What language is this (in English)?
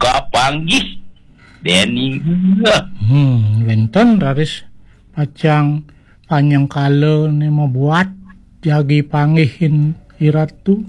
Balinese